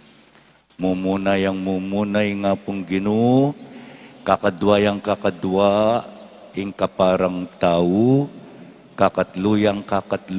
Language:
Pampanga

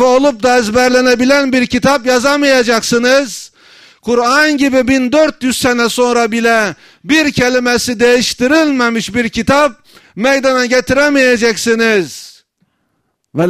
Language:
Turkish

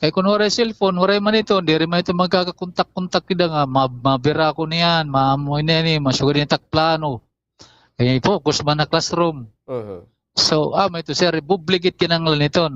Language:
Waray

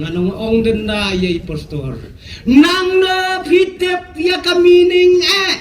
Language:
Khasi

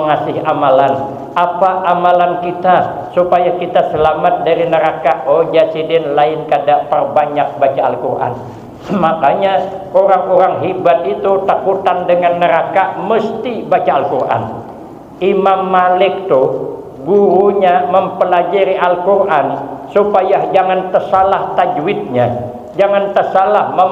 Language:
Banjar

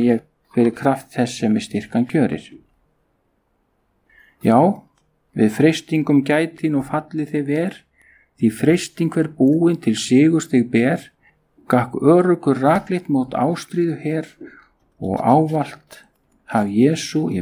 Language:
Icelandic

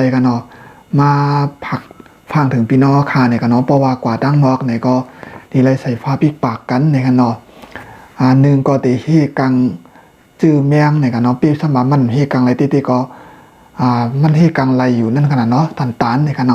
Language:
Shan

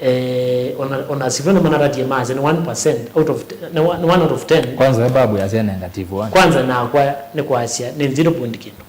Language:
Kamba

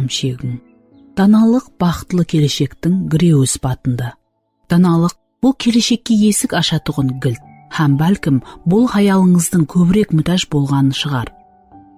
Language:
Kara-Kalpak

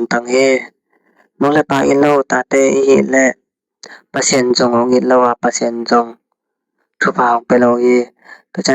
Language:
Tedim Chin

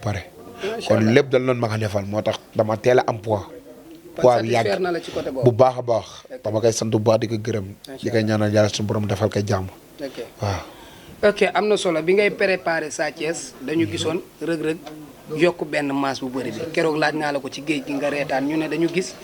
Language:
Wolof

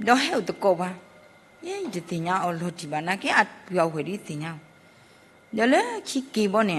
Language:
S'gaw Karen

